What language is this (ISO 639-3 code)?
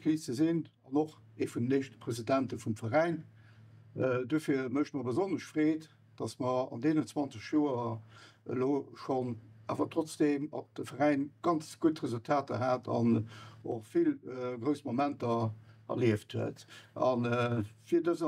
ltz